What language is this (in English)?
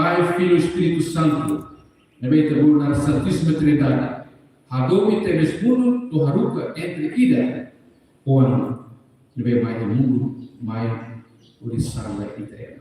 Tetum